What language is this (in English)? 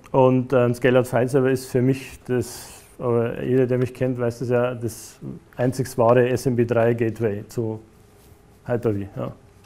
German